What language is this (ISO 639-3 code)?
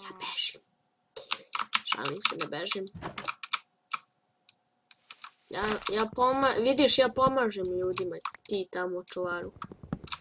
srp